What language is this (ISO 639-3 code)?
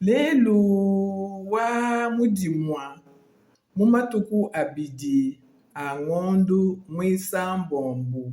lua